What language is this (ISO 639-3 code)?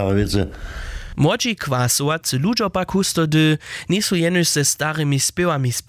hsb